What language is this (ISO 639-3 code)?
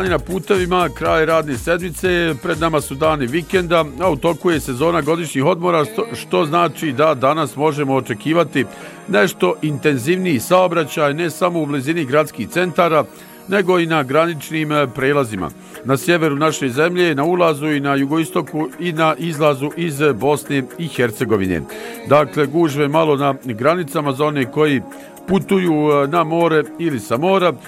bos